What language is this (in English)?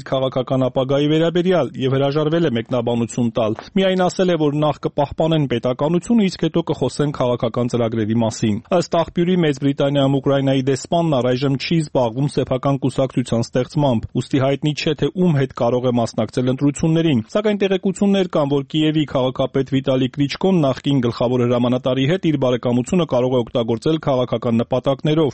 Armenian